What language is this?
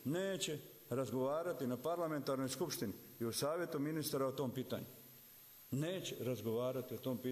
Bosnian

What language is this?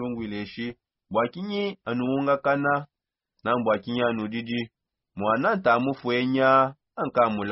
Songe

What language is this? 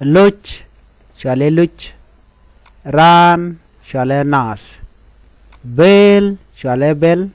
Nuer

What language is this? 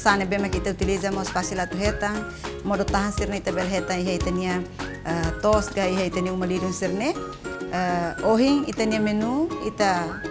Tetum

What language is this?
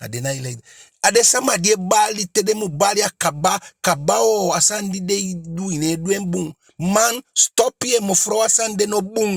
Eastern Maroon Creole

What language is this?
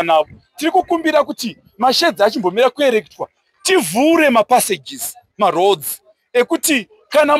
Shona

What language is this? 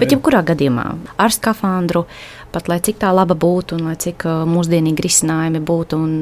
Latvian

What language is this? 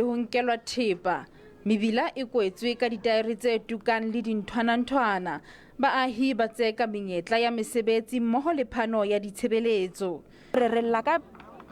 Southern Sotho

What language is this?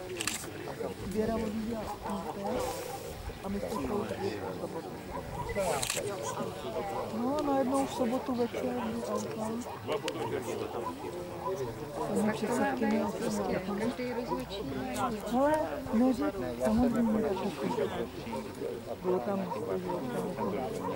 Czech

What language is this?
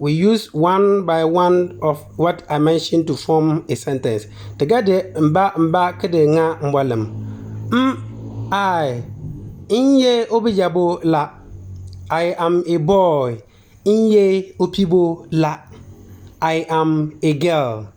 Konkomba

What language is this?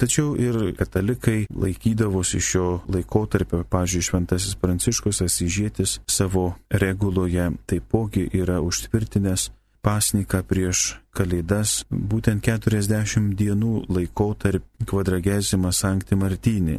Lithuanian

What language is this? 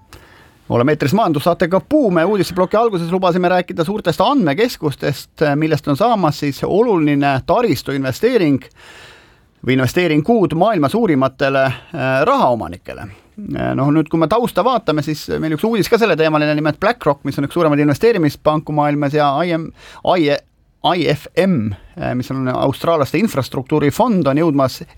Estonian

